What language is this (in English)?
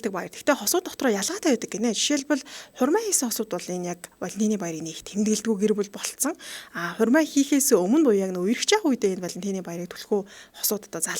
Mongolian